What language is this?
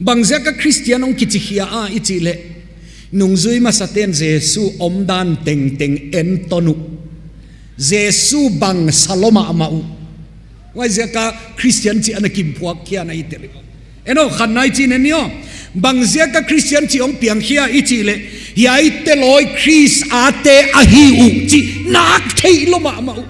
Tedim Chin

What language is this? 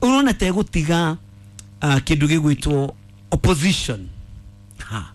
Kikuyu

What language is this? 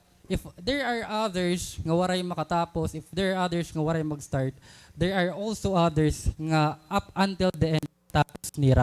Waray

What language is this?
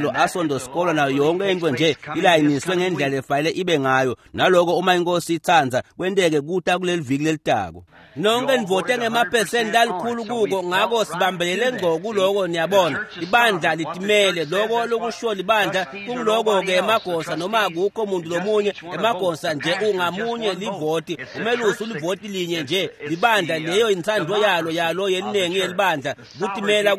Swati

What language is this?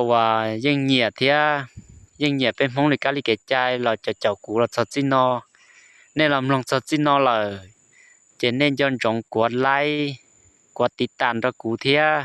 Hmong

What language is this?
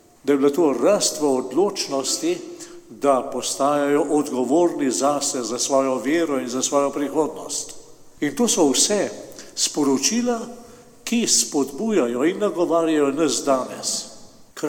Slovenian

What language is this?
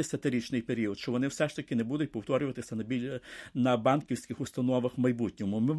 Ukrainian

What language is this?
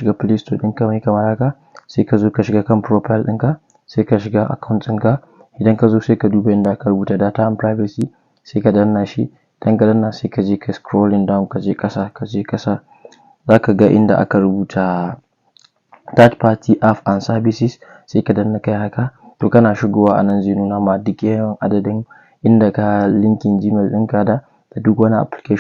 Hausa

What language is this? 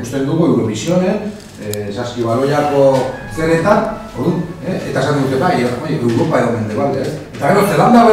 Basque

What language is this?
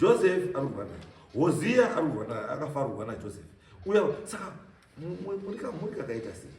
Shona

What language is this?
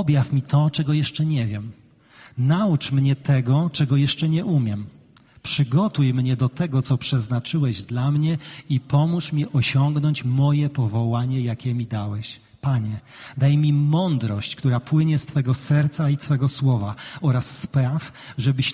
Polish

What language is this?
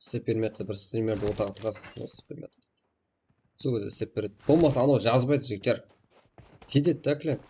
Kara-Kalpak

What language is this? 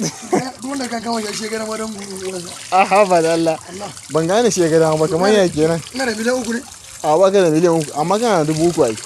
Hausa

